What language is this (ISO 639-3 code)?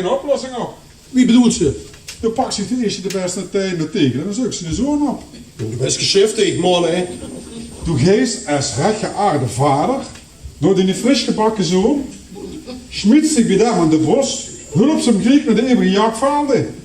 lim